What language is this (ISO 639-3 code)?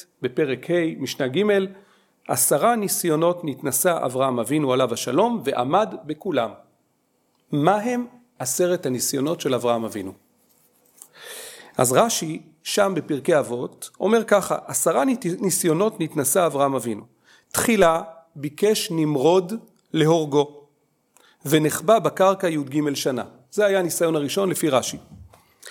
heb